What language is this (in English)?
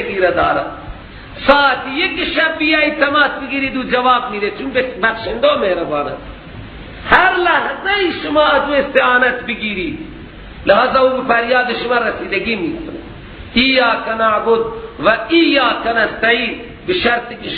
Persian